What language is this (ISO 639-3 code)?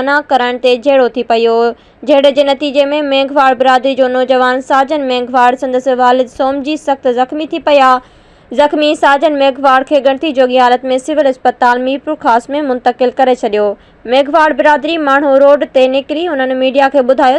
snd